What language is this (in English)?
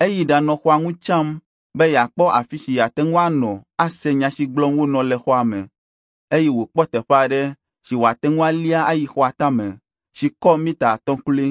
Ewe